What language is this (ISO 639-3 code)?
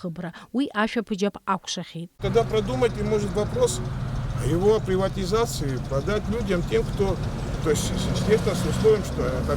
abk